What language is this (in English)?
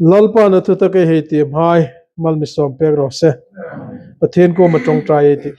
Hmar